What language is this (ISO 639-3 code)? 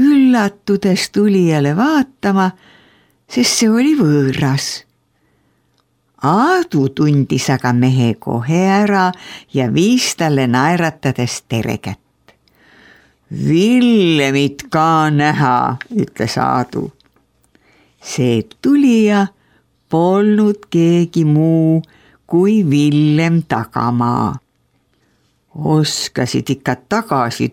est